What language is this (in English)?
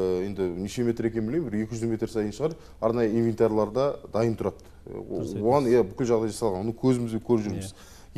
Kazakh